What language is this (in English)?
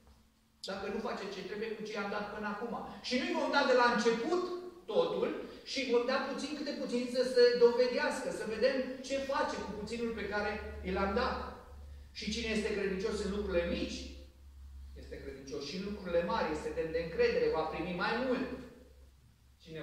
Romanian